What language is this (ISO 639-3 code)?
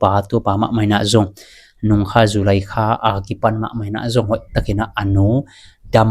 ctd